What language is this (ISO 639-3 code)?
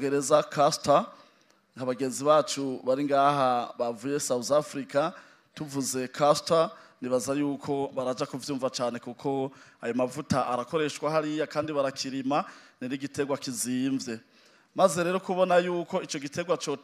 run